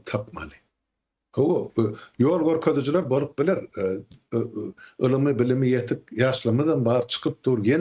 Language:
Turkmen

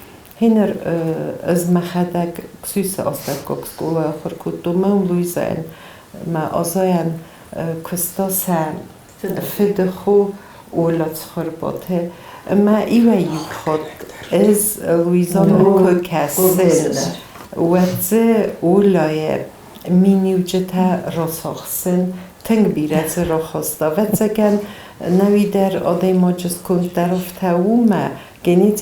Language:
Ossetic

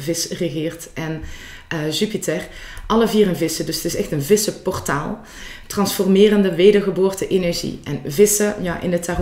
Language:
Dutch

